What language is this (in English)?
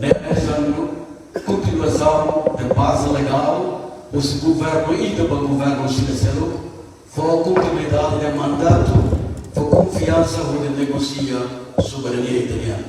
Tetum